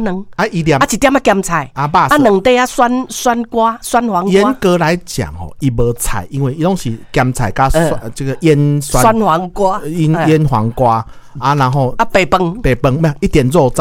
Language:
Min Nan Chinese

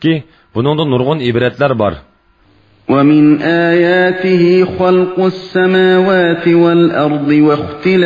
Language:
Uyghur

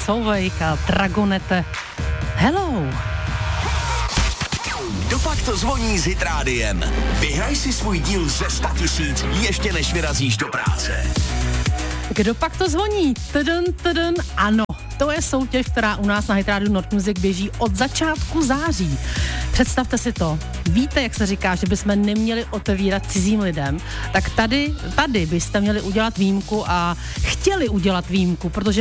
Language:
Czech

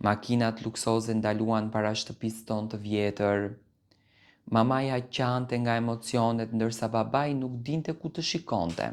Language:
Albanian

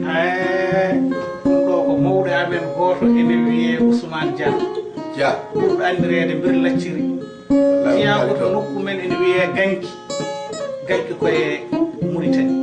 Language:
Fula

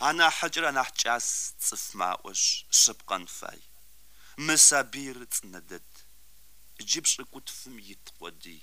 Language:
Kabardian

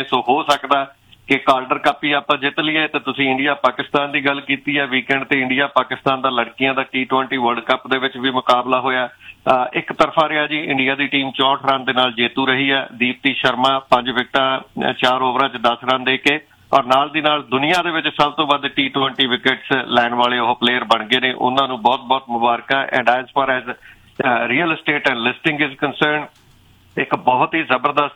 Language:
Punjabi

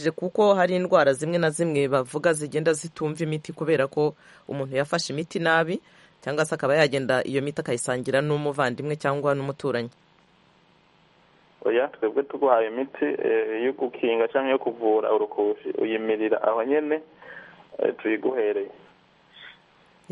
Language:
Kinyarwanda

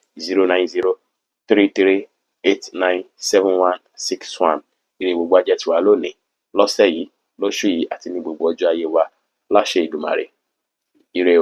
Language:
Yoruba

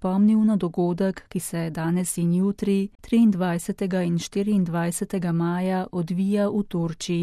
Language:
Slovenian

